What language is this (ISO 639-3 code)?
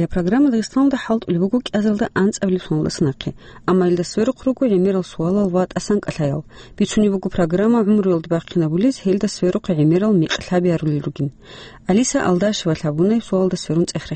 ava